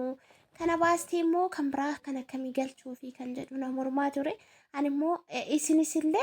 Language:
Oromo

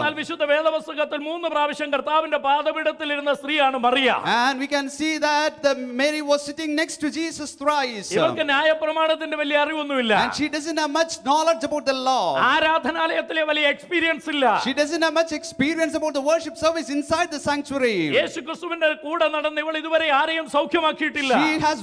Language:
Malayalam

